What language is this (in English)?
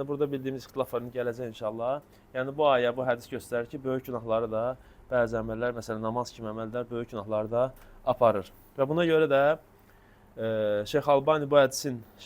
Azerbaijani